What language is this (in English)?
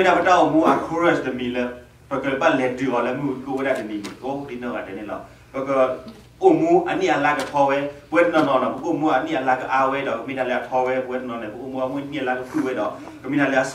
S'gaw Karen